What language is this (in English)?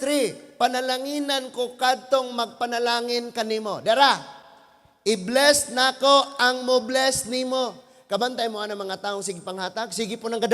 Cebuano